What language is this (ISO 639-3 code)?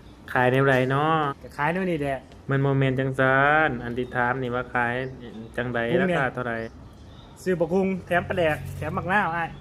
lao